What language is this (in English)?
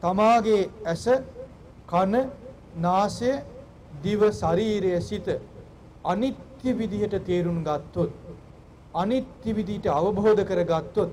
Sinhala